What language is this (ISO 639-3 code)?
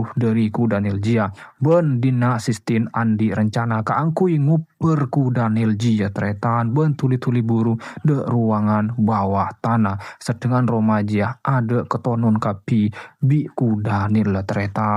mad